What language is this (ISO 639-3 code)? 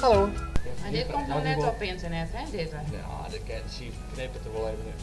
fry